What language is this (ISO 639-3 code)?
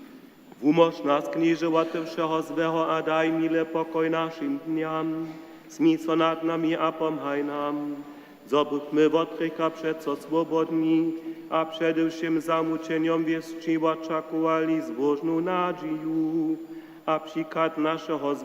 hsb